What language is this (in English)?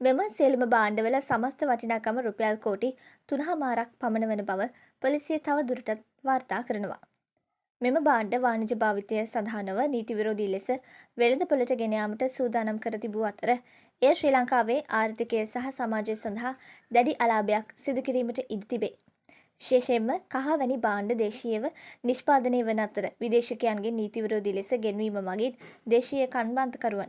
Sinhala